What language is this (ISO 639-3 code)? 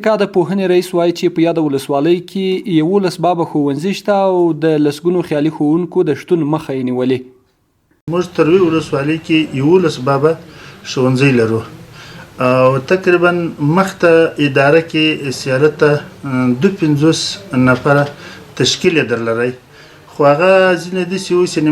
pus